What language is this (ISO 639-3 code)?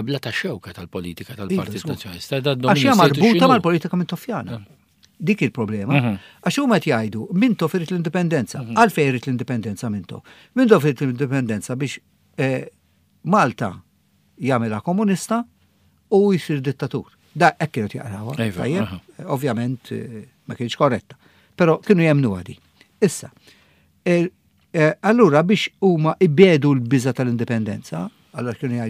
mlt